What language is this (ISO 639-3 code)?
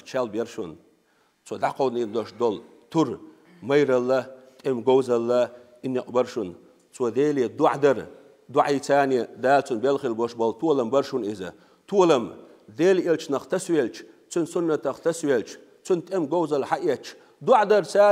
che